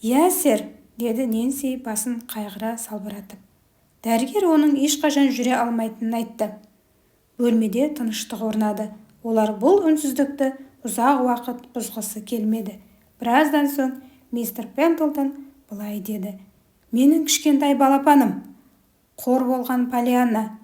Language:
Kazakh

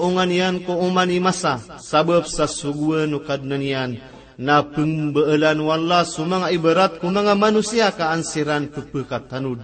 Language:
Maranao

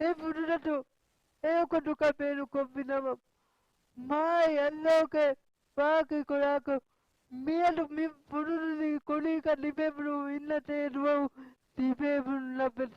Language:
Divehi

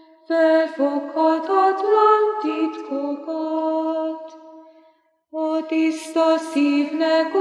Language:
Hungarian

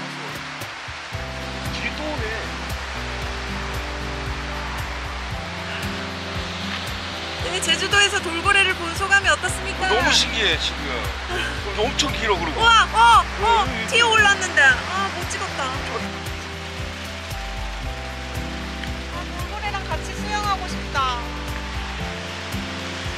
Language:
Korean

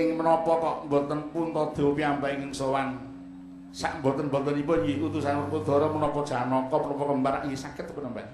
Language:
Javanese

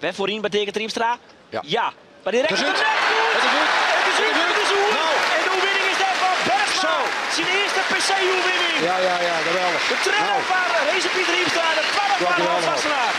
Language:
Western Frisian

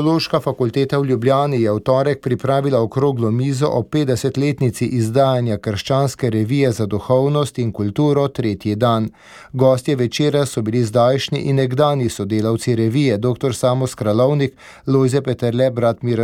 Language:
Slovenian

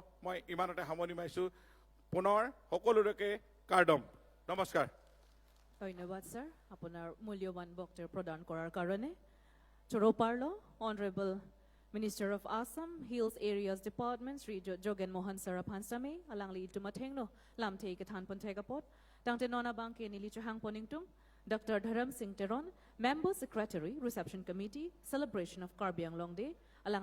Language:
Karbi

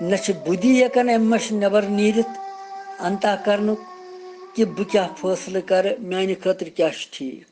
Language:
Kashmiri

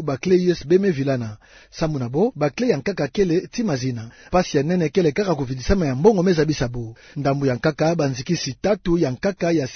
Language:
Kituba (Democratic Republic of Congo)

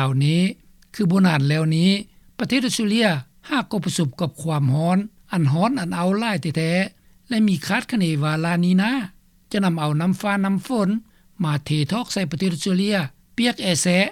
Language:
Lao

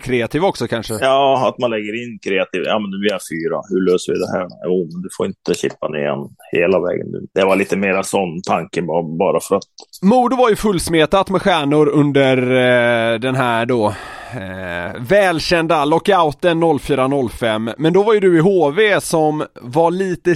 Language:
Swedish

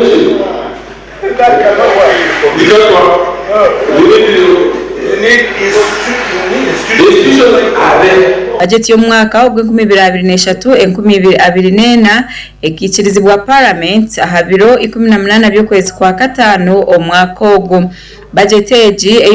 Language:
Nyankole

